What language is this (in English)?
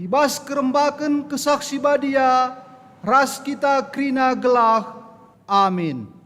Batak Karo